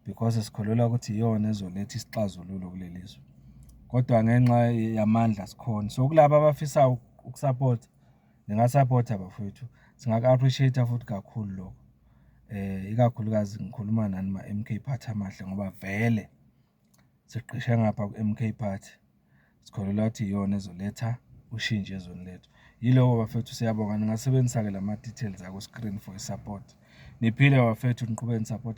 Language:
Zulu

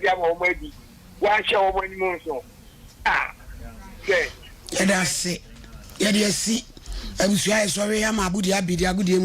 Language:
Akan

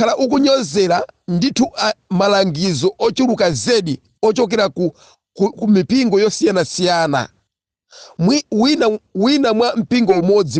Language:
Nyanja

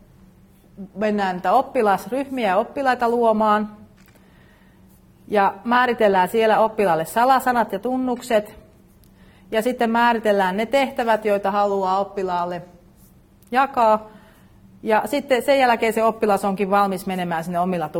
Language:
Finnish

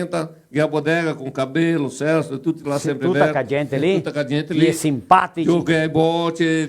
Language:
Venetian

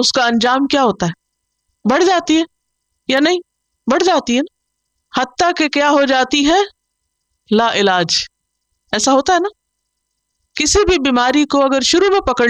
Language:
Urdu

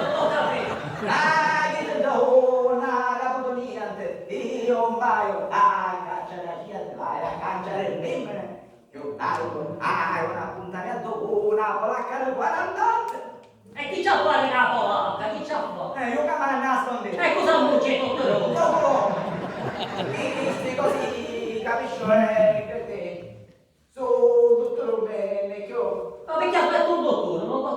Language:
Sicilian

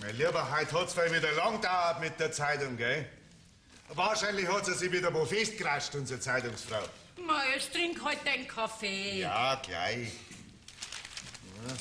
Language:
Bavarian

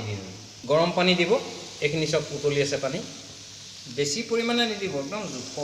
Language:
Assamese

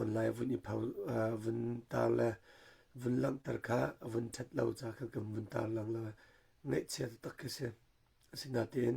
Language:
Hakha Chin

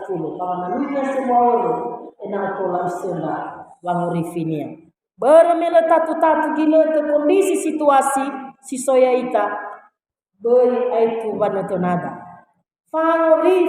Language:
Nias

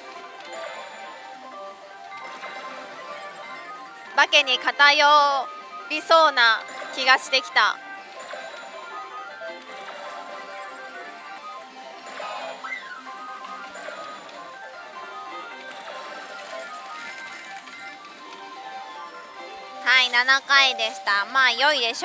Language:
Japanese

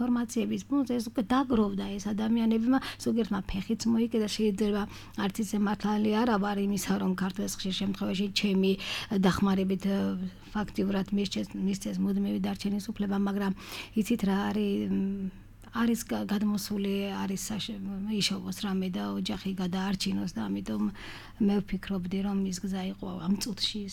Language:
Georgian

